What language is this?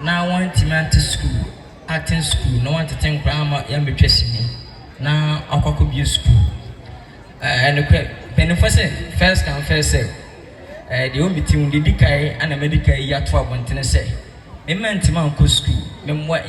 Akan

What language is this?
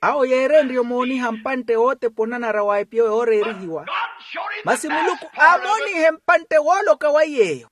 Makhuwa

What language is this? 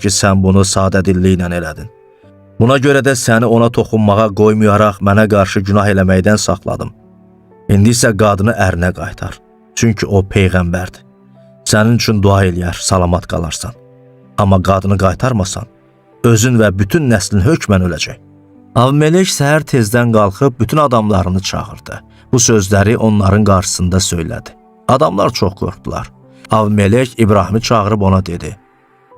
Azerbaijani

